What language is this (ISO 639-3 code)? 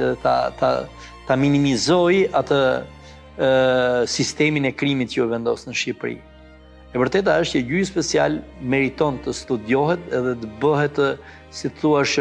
sqi